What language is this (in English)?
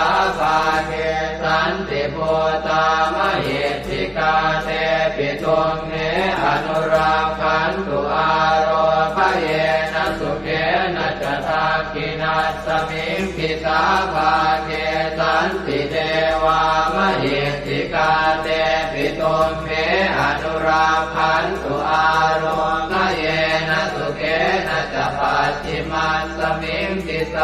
Pali